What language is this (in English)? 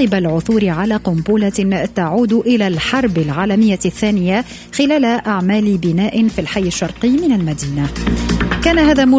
Tunisian Arabic